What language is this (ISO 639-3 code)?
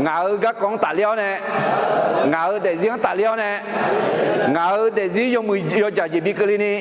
ahk